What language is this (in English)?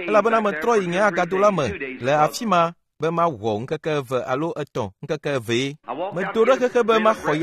Ewe